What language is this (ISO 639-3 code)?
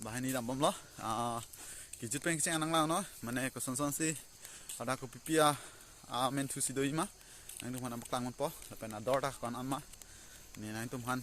mjw